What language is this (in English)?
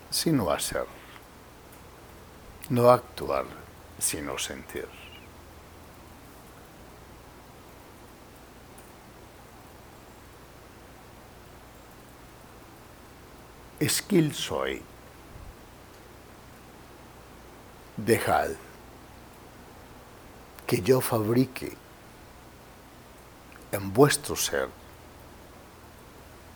Spanish